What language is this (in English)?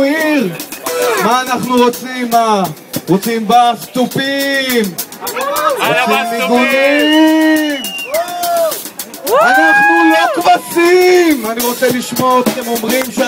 Hebrew